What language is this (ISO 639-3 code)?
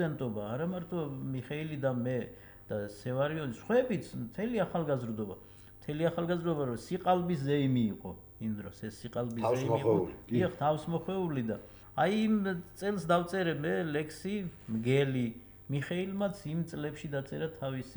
kat